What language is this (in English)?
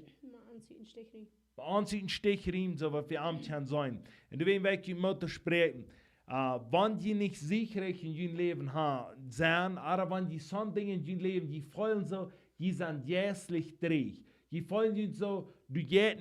Plautdietsch